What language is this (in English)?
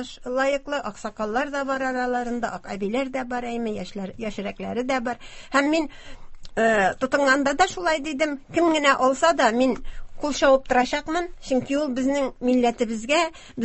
Tatar